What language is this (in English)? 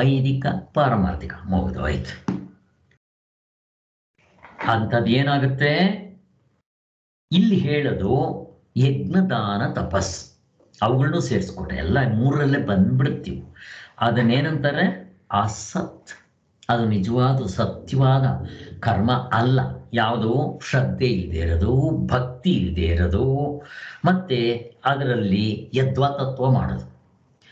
Kannada